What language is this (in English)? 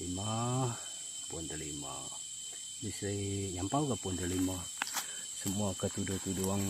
Iban